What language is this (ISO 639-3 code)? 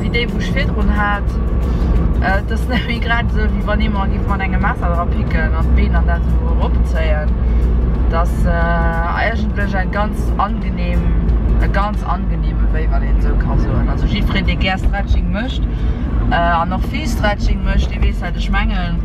ltz